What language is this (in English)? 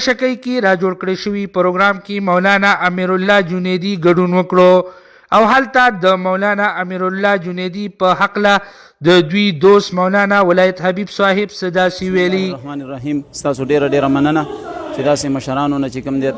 Pashto